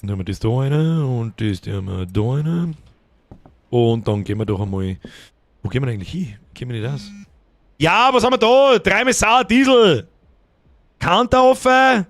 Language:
Bavarian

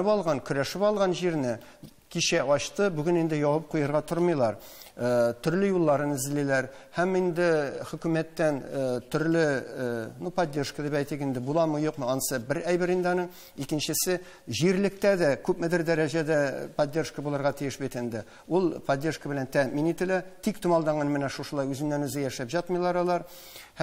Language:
Tatar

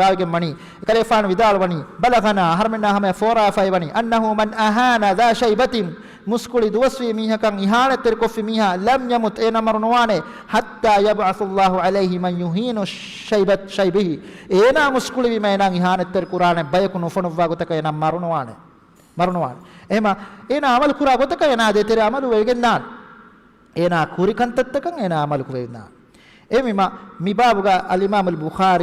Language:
Divehi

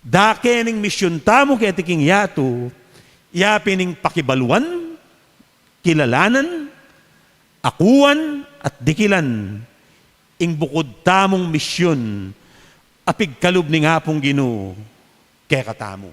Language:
Pampanga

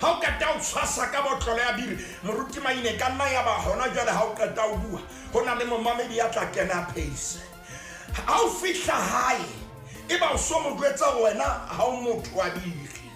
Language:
Southern Sotho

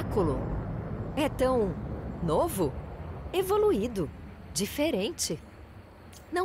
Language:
Portuguese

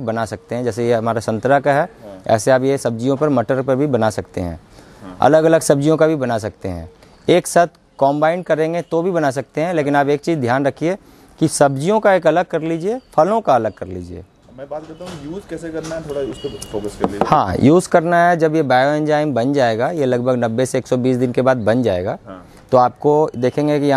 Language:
Hindi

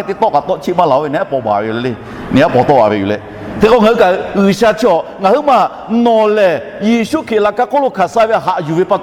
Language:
Lahu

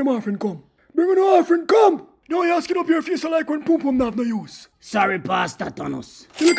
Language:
Jamaican Creole English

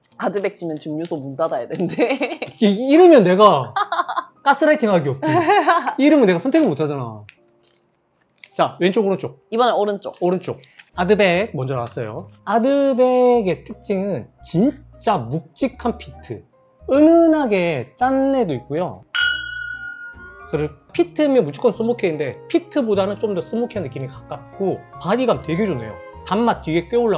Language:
Korean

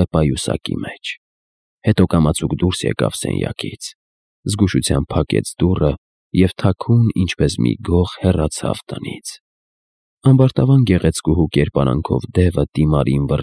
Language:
Armenian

